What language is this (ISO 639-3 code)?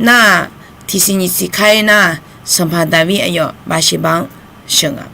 ahk